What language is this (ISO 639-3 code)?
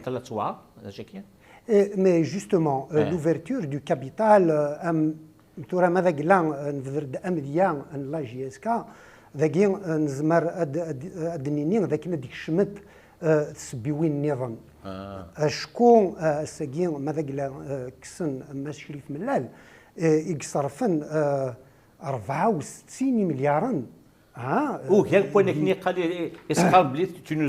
kab